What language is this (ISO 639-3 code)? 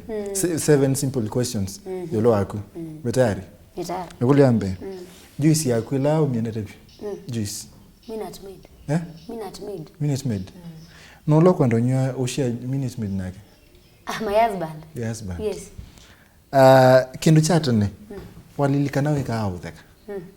kam